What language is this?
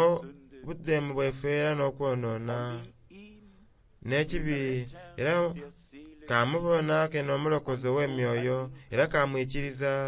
Soga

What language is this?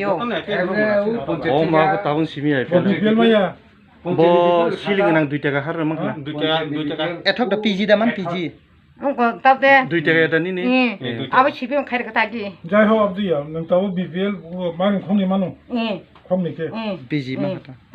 Kok Borok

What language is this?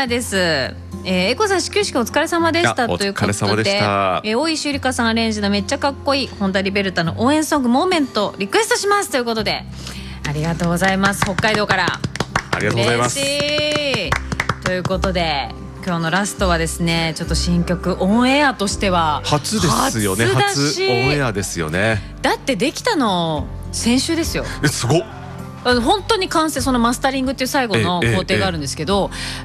Japanese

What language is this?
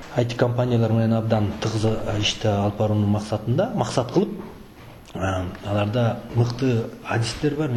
Kyrgyz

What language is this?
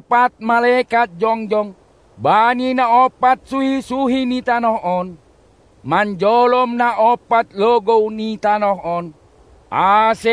Batak Simalungun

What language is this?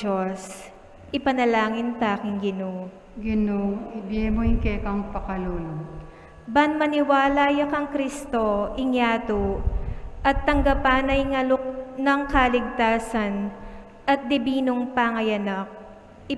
Pampanga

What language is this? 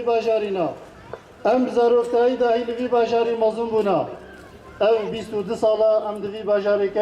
Kurdish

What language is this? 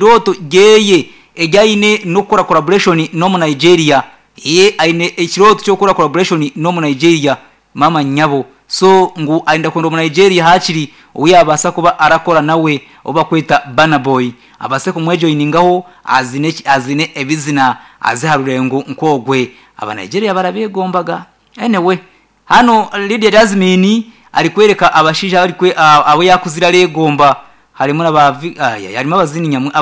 Nyankole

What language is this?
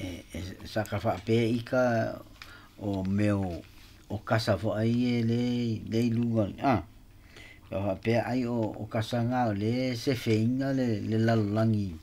Samoan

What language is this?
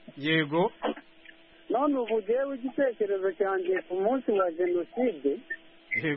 Kinyarwanda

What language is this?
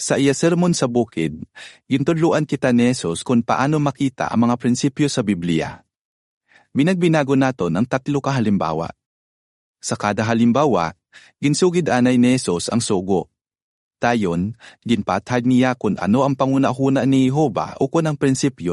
Hiligaynon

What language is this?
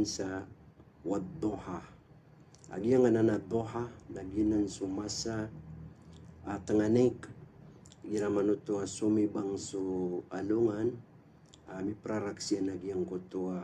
Maranao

